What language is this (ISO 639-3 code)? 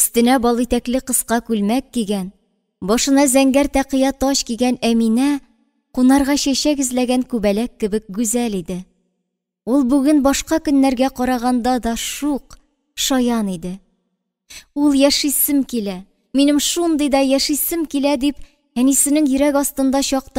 tat